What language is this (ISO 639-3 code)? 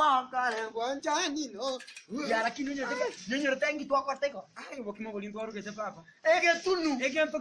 guz